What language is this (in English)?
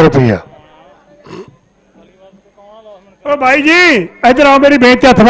Punjabi